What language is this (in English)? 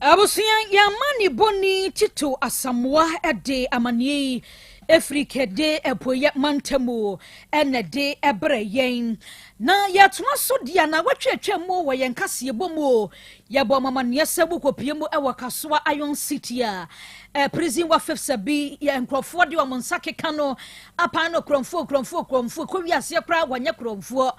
Akan